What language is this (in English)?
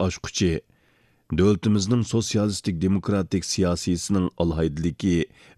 Uyghur